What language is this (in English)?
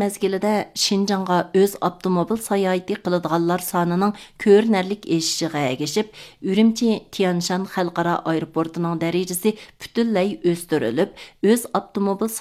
Uyghur